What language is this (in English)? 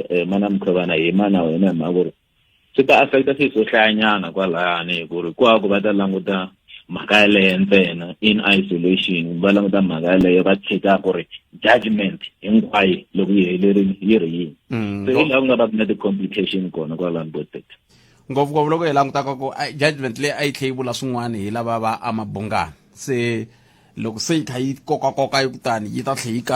Tsonga